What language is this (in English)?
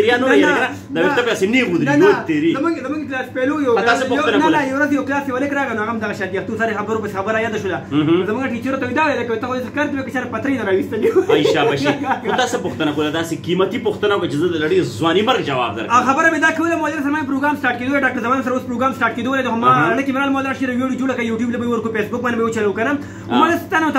Pashto